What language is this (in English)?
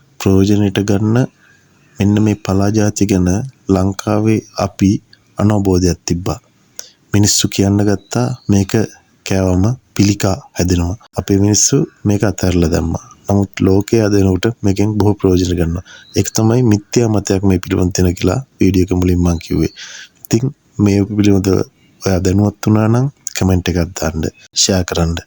Sinhala